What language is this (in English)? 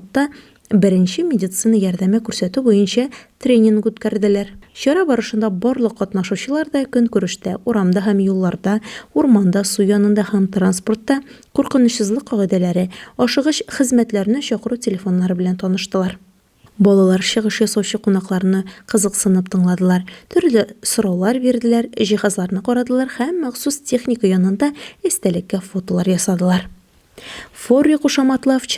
Tatar